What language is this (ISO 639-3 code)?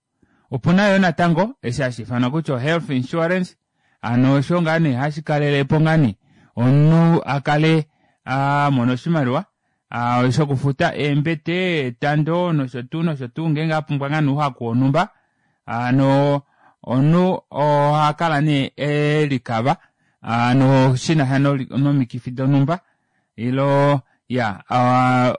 kua